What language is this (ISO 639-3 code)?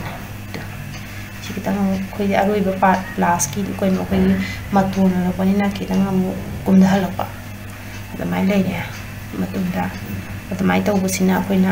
mni